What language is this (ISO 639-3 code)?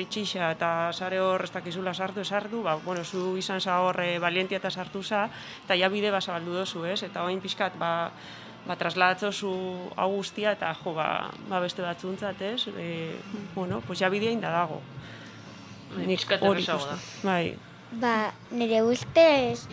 eus